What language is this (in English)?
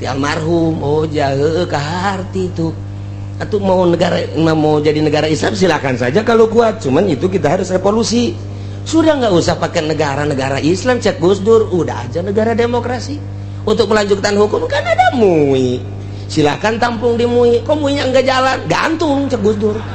Sundanese